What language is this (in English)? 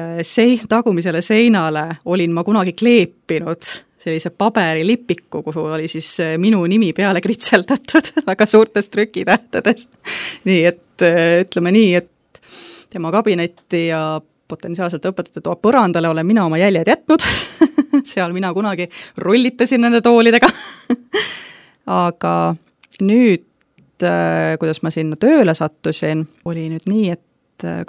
Estonian